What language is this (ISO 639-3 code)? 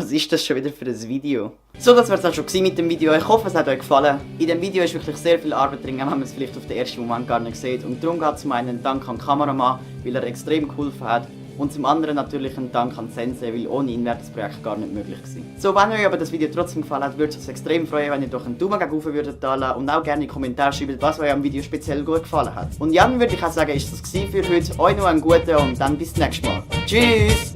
gsw